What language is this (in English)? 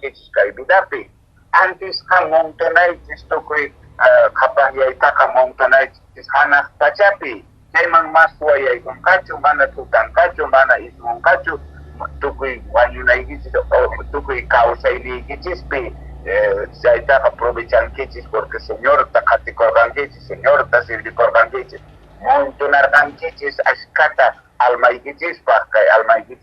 Quechua